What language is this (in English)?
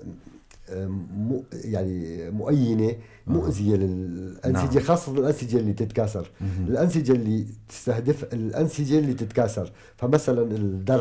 North Levantine Arabic